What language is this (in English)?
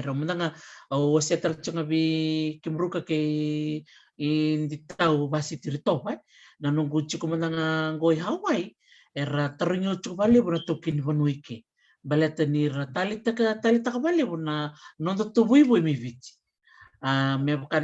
Fijian